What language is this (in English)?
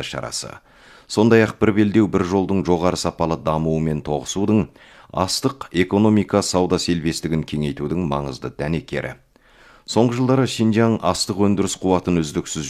Kazakh